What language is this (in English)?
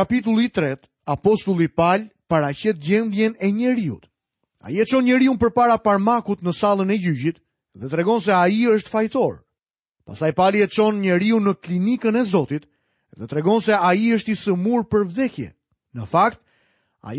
Albanian